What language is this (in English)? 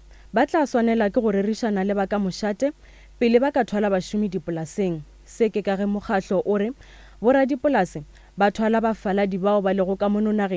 Northern Sotho